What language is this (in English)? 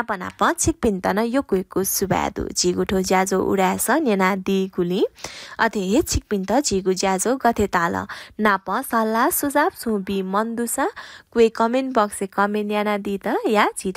Newari